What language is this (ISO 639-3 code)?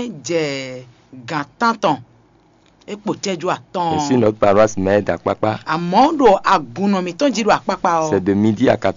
fon